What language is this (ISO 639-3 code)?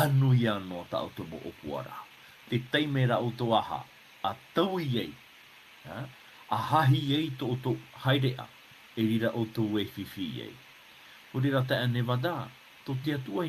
tah